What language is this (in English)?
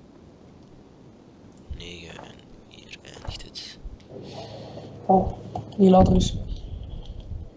Dutch